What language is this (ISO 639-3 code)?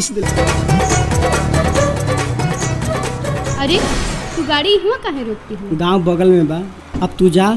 bho